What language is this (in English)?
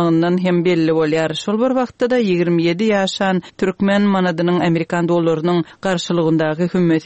Turkmen